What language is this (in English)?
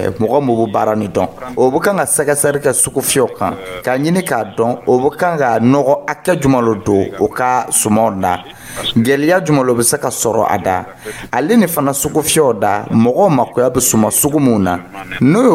Dyula